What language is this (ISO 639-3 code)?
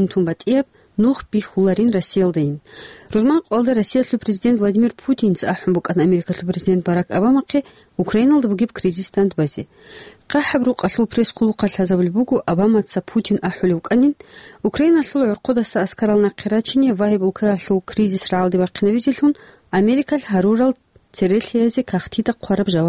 ava